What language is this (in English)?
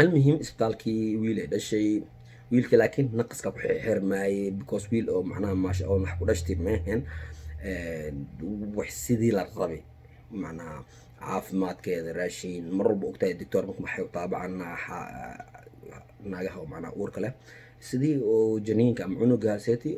Somali